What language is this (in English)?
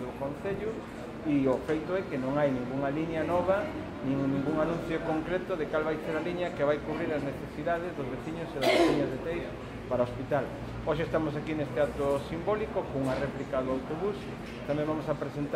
Galician